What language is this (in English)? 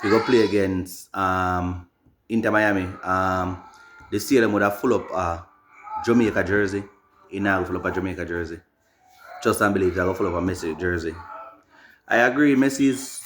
Jamaican Creole English